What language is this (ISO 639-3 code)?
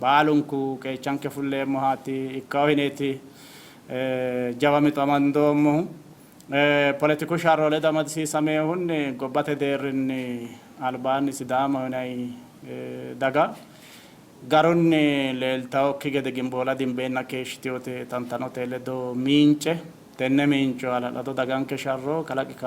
sid